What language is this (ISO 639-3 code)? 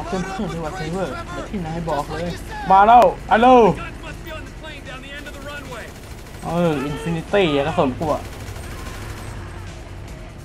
tha